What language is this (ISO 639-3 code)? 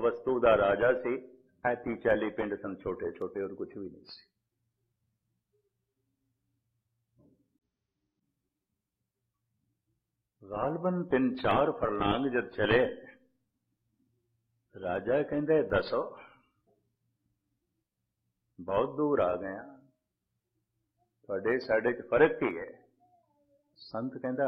pan